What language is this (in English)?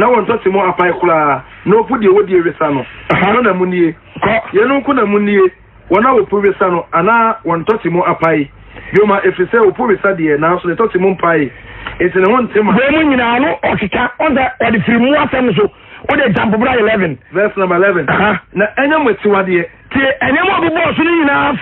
Akan